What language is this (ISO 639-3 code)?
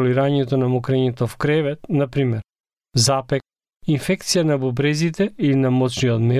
mkd